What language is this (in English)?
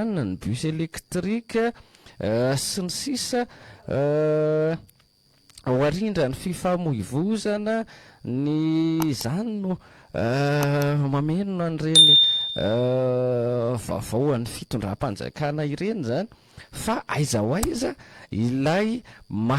Malagasy